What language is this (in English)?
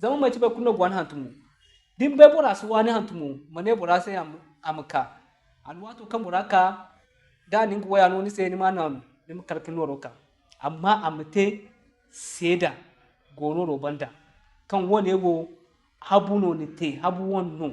Zarma